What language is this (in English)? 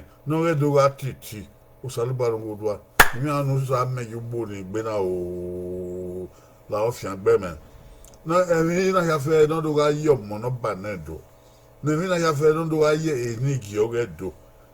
Bini